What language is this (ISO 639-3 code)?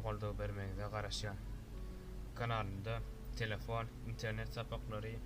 tuk